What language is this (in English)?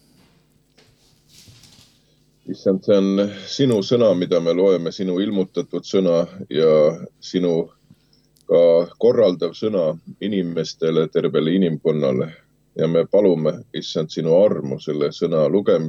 Estonian